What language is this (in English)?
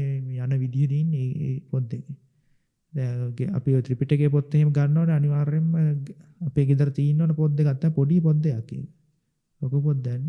Sinhala